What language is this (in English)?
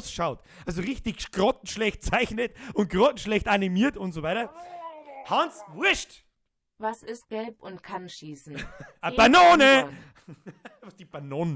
Bavarian